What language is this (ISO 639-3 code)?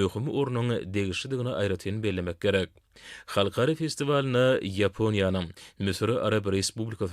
tuk